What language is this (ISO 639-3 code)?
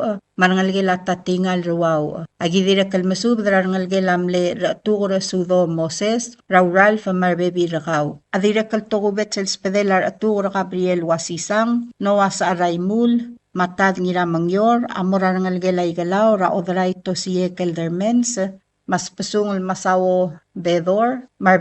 pau